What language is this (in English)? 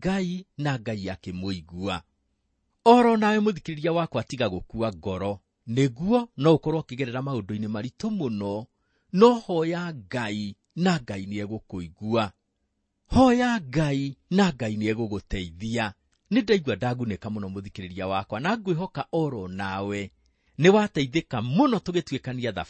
Kikuyu